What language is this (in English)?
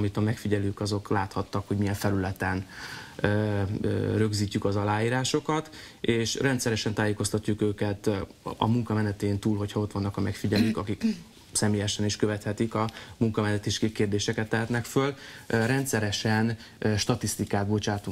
Hungarian